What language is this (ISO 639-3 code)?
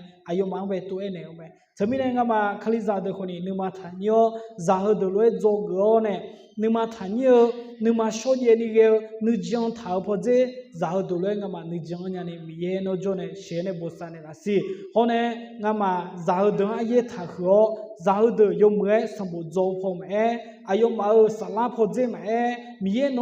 ahk